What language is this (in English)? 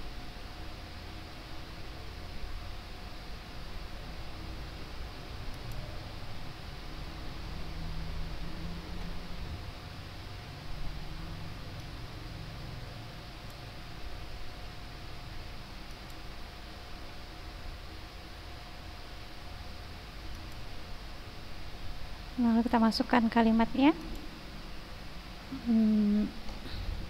Indonesian